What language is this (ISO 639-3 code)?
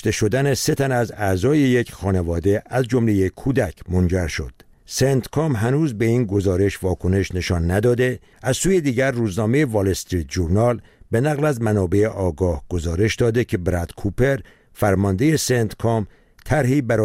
fas